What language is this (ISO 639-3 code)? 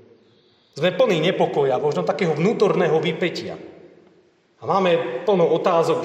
slk